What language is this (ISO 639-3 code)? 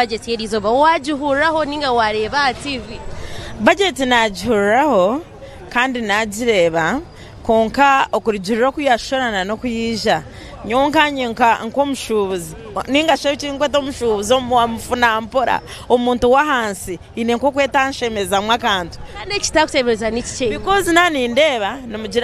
nyn